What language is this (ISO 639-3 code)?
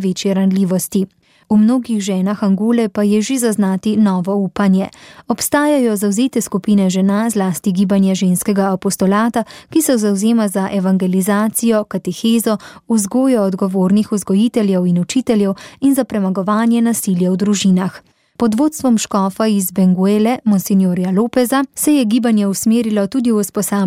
slv